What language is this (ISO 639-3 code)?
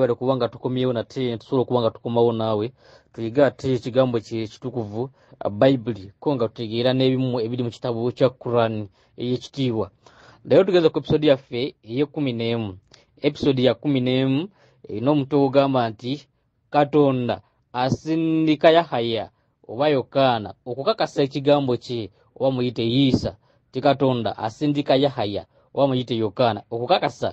lug